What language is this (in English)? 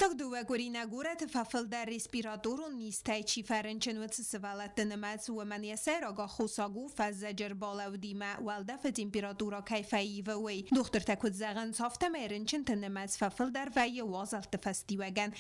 Ossetic